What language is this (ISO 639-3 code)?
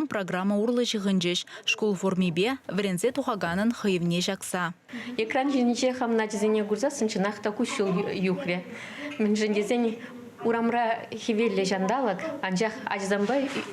chv